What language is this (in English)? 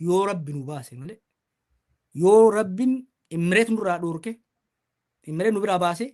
Oromo